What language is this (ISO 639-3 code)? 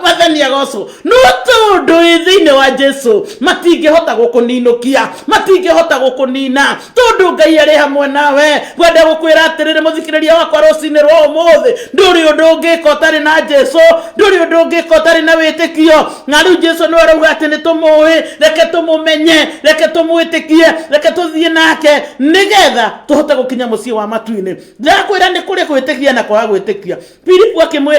kik